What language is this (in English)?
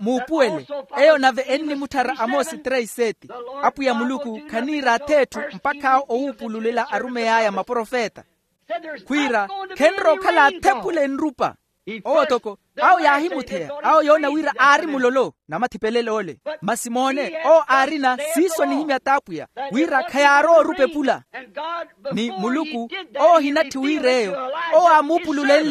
Makhuwa